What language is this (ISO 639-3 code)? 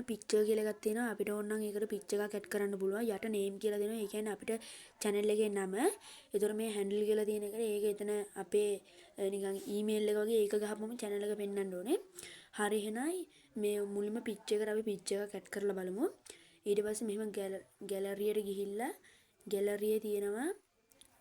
sin